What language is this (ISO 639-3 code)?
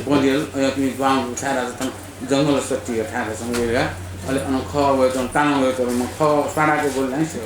new